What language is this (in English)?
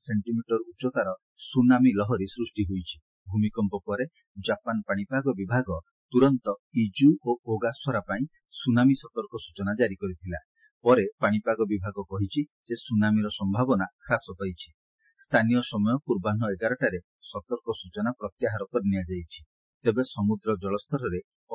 Odia